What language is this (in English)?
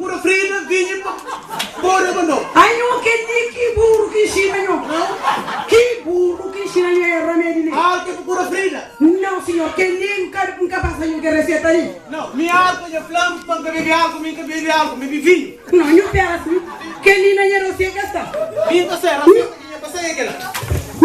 Kabuverdianu